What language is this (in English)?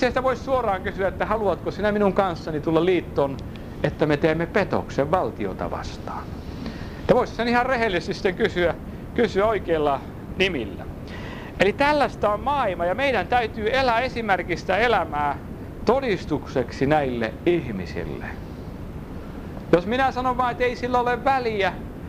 Finnish